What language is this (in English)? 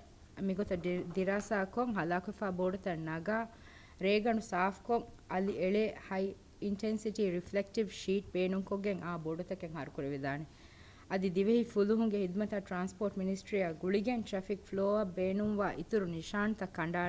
Divehi